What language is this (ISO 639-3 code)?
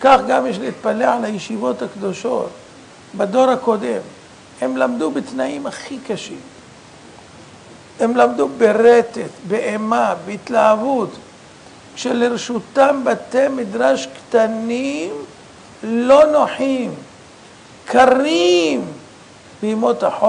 heb